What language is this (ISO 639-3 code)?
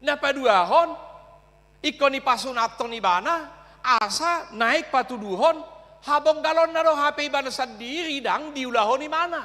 bbc